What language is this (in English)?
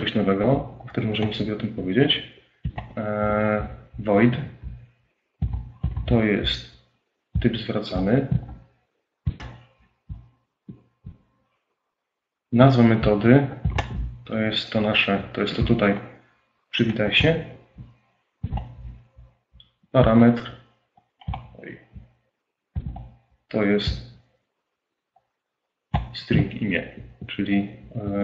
Polish